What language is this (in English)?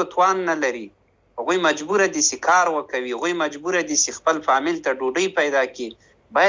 Pashto